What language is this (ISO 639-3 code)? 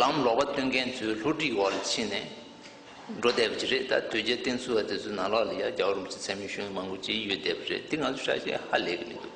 bod